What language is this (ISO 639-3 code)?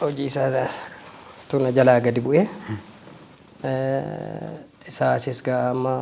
orm